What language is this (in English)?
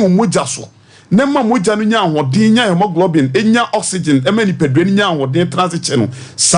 Akan